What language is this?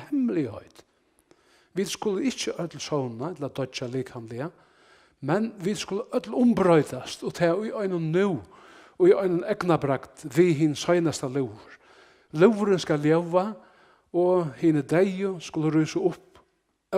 Faroese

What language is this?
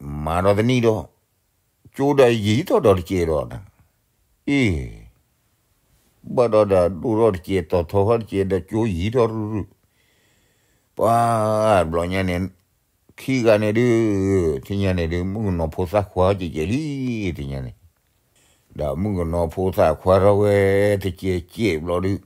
S'gaw Karen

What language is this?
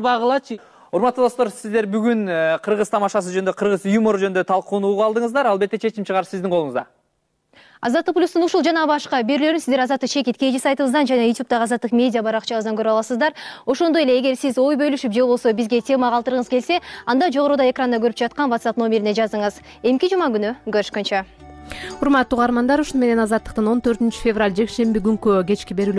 Kyrgyz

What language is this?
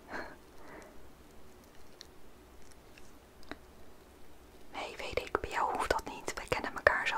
Dutch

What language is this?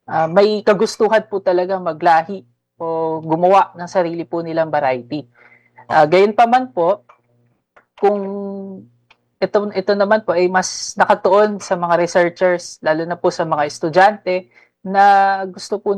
Filipino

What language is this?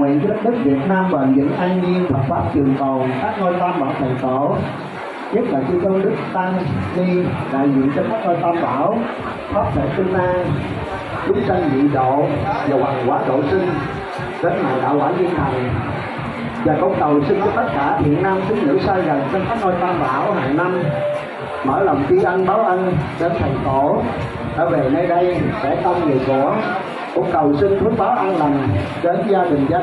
Vietnamese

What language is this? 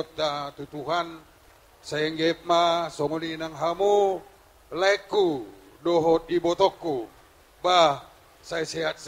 Batak Toba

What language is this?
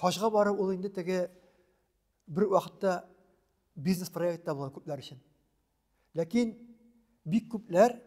Tatar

